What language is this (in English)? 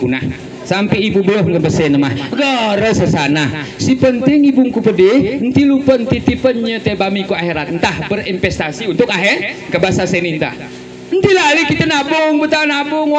Gayo